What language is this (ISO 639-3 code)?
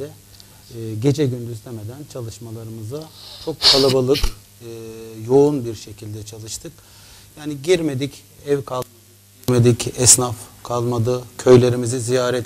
tur